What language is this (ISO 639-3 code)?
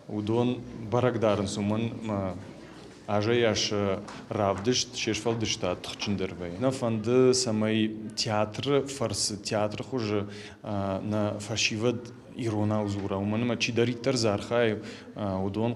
oss